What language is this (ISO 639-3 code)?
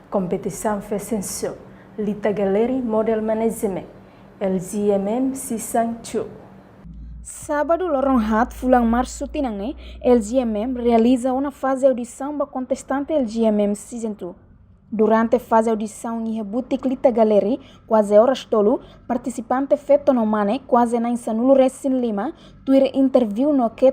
tet